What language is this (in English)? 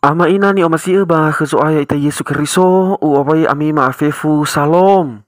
Nias